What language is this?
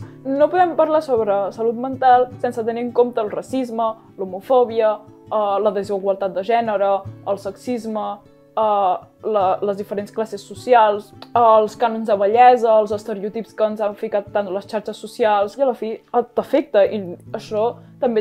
Catalan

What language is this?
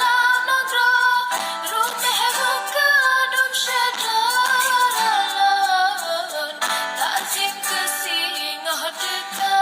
Achinese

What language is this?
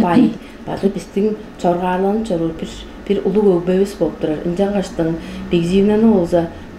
Tuvinian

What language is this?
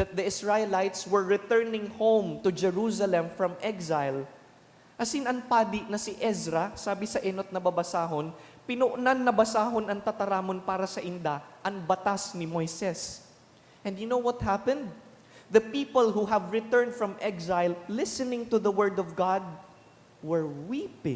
Bikol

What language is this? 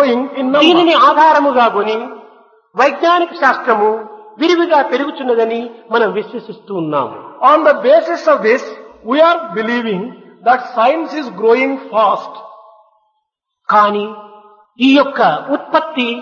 Telugu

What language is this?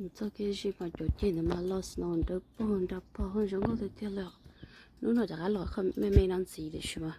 Hmong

